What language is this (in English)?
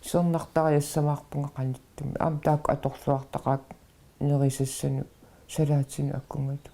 Kalaallisut